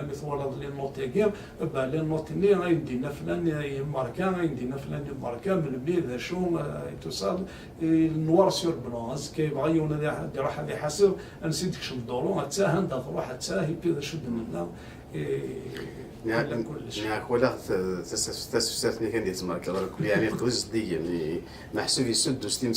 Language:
Kabyle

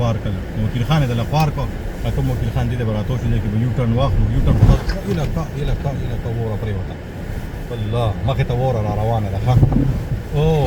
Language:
Pashto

